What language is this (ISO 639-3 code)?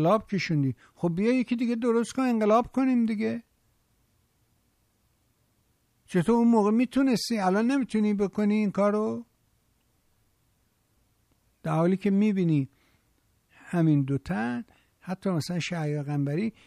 fas